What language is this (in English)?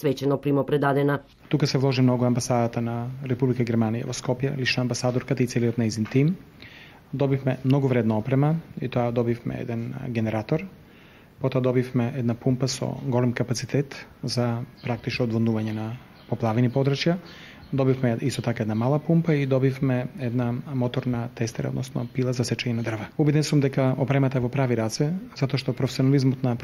Macedonian